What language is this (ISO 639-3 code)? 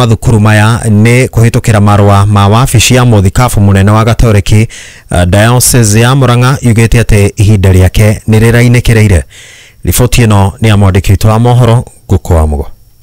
kik